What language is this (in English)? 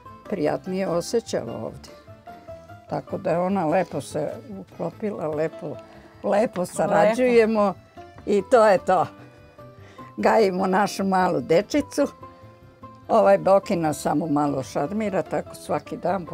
Serbian